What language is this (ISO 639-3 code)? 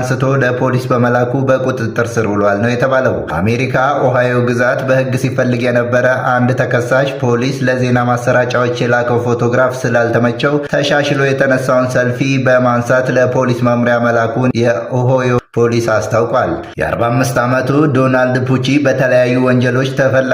amh